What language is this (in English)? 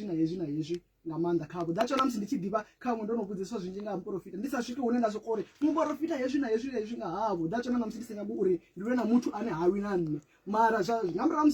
Venda